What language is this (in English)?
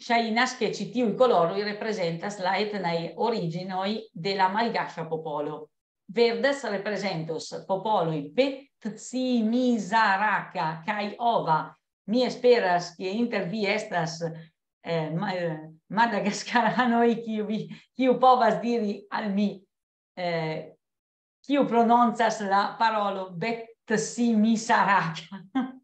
Esperanto